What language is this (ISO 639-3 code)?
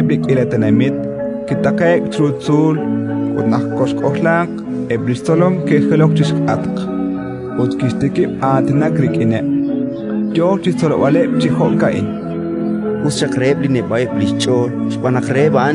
kek